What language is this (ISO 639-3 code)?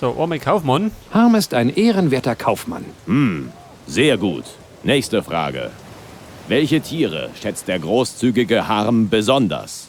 bar